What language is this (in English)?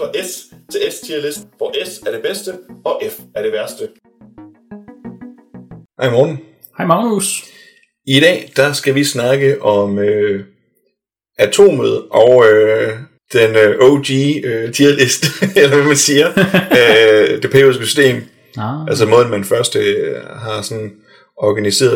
Danish